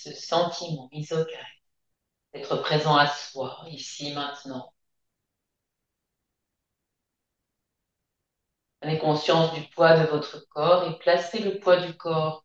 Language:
French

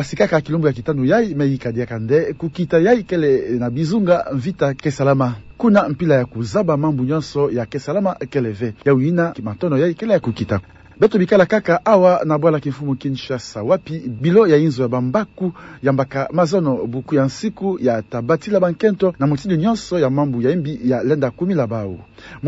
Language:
Kituba (Democratic Republic of Congo)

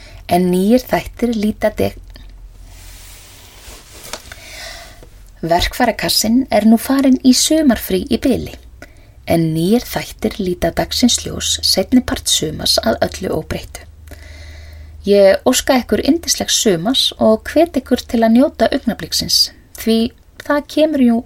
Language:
Icelandic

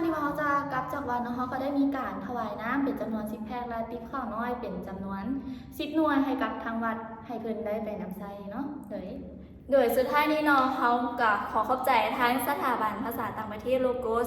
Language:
Lao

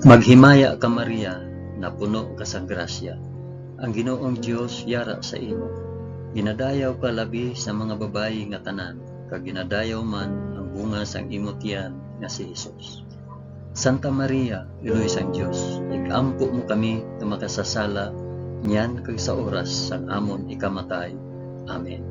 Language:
Hiligaynon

